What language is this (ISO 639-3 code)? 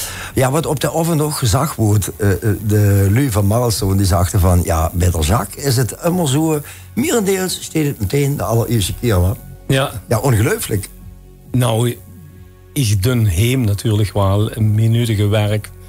lim